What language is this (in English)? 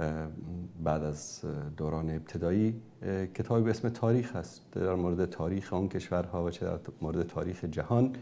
Persian